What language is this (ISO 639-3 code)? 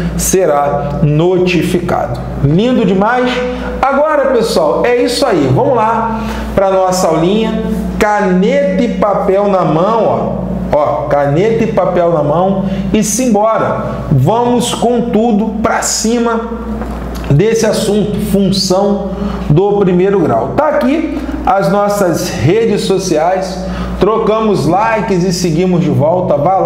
por